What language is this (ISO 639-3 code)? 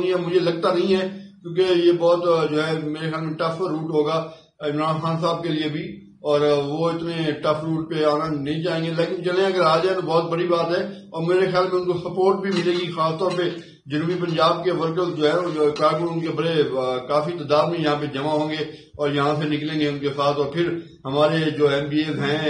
urd